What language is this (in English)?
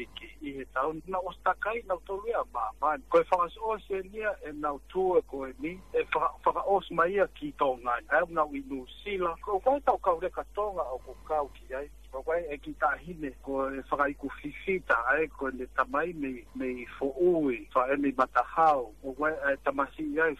Tongan